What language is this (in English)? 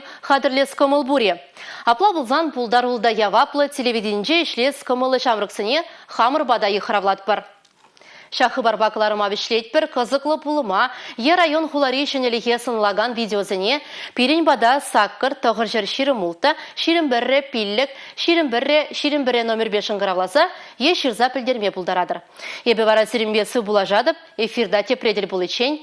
Chuvash